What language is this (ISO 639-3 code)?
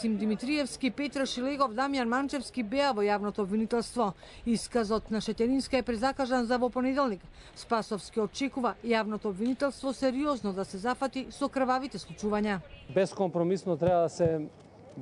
mkd